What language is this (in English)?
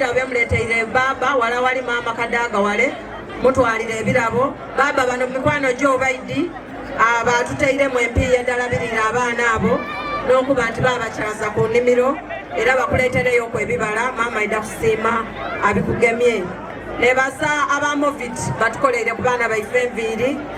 Soga